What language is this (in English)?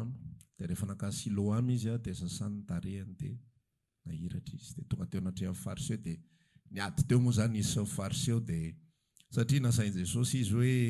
Malagasy